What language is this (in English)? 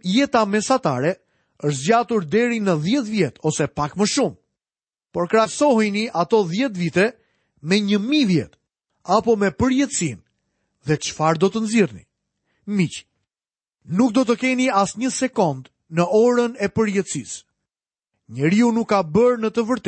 Albanian